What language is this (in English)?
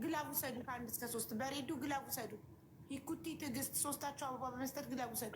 Amharic